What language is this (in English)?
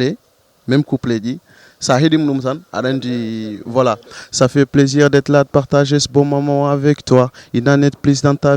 Fula